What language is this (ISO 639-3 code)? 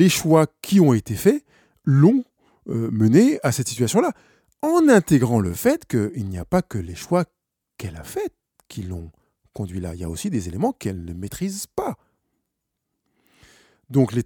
fra